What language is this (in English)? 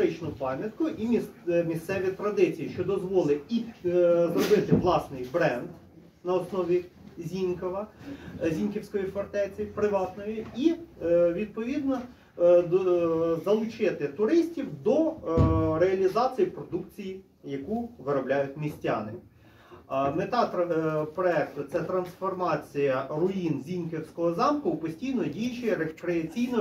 Ukrainian